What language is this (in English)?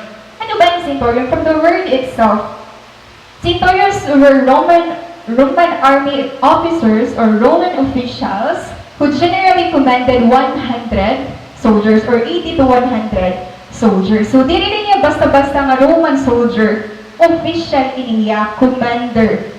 Waray